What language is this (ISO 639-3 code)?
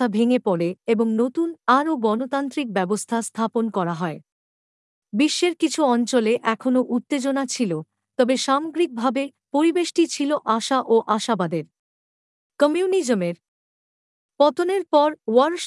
ben